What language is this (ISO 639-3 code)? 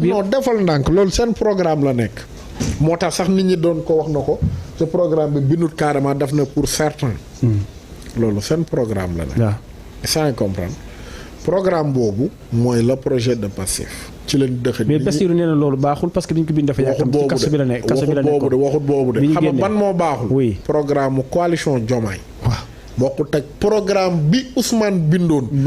wol